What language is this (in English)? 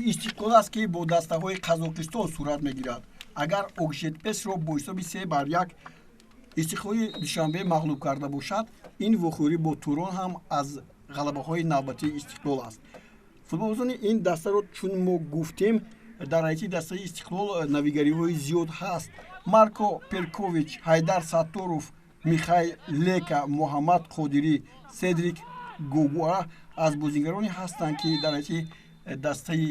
Tajik